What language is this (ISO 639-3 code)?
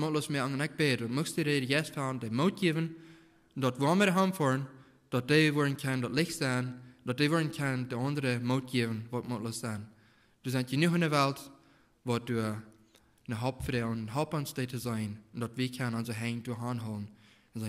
pdt